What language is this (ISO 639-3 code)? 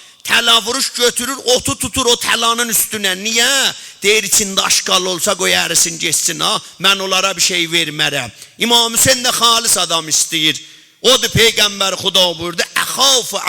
azb